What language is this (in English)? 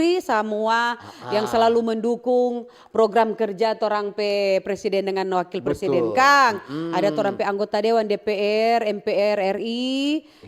Manado Malay